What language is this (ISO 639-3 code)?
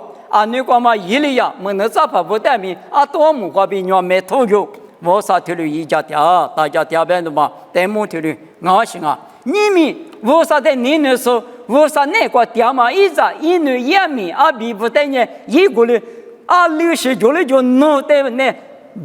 lis